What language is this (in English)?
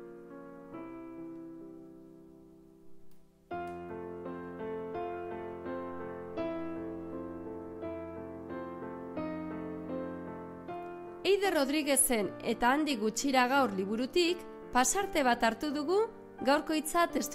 Basque